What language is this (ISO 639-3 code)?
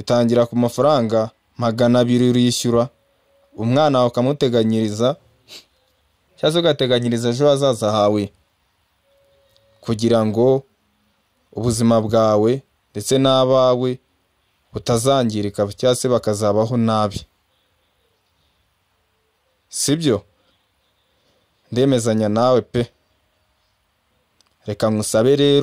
kin